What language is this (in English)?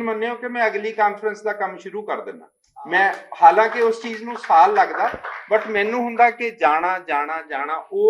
Western Panjabi